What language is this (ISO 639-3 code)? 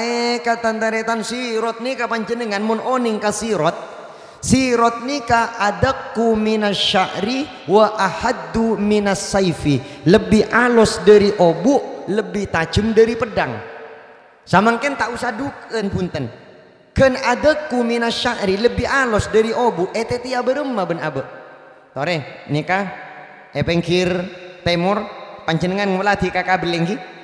mad